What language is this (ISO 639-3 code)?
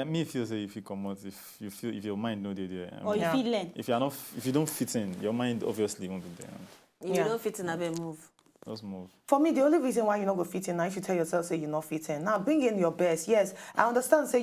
pcm